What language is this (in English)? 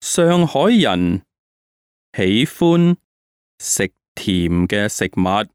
Cantonese